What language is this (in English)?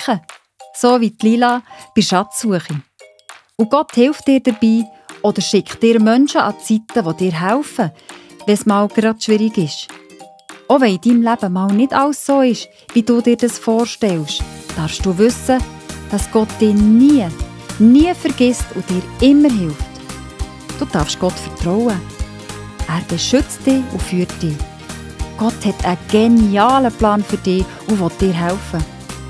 Swiss German